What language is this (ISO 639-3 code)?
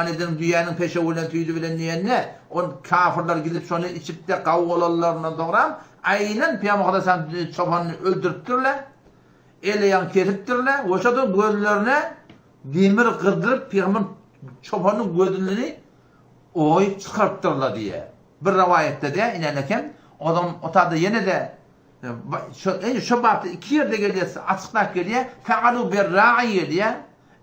tuk